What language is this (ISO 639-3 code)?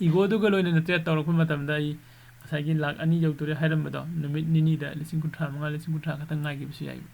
mni